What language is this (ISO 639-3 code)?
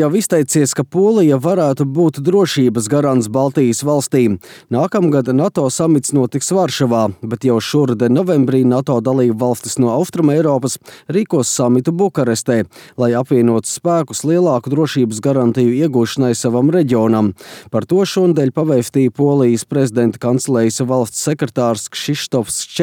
lav